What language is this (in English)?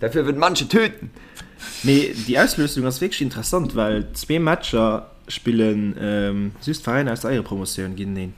Luxembourgish